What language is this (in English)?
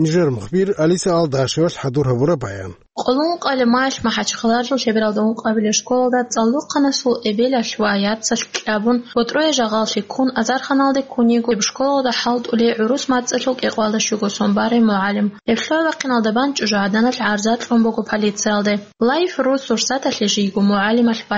Avaric